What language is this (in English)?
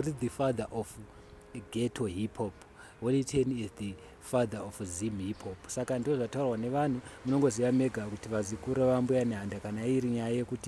Shona